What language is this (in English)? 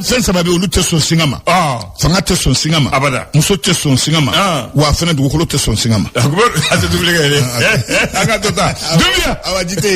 Bambara